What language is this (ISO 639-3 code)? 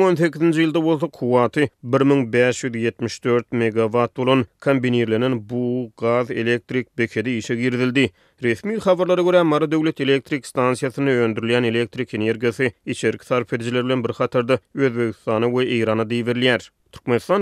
tuk